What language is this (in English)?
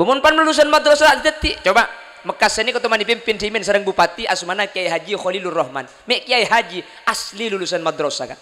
Madurese